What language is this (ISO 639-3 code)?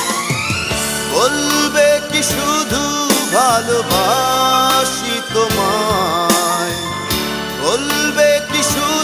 ben